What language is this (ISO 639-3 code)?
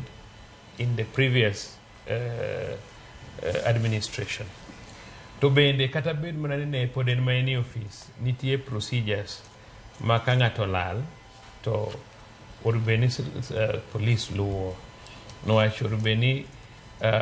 luo